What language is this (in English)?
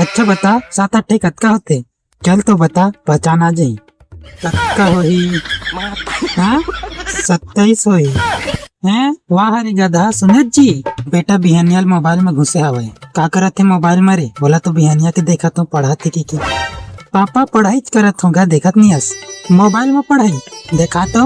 Chhattisgarhi